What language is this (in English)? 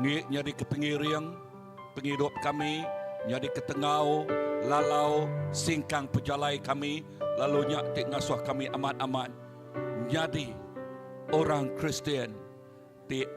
Iban